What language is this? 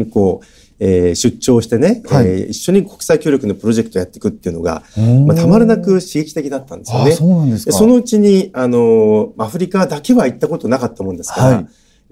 Japanese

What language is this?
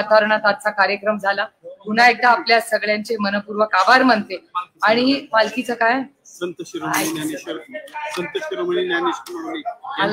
Marathi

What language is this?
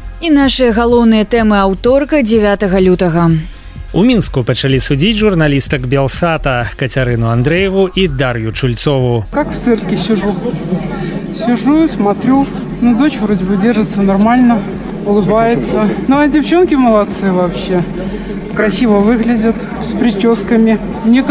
Belarusian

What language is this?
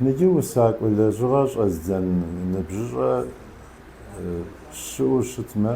Kabardian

